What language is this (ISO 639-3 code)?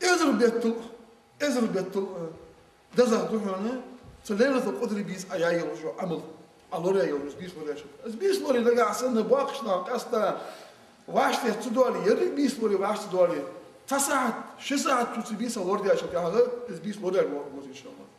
inh